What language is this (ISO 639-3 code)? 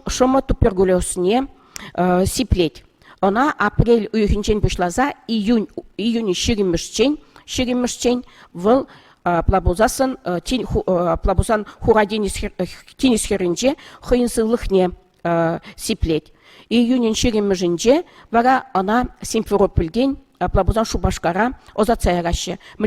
chv